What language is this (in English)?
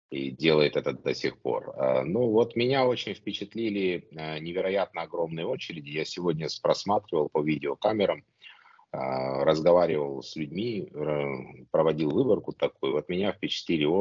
Russian